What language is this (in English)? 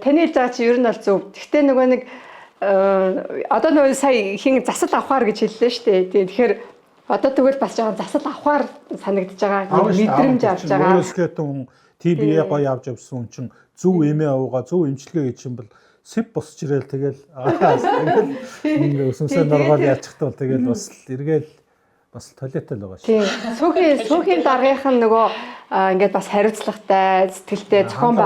Mongolian